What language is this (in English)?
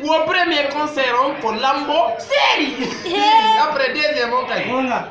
Fula